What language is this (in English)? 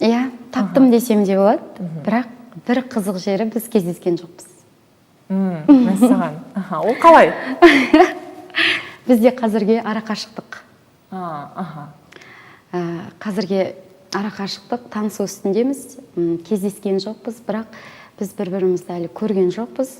Kazakh